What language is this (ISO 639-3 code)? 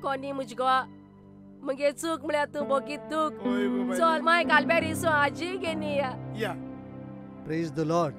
kok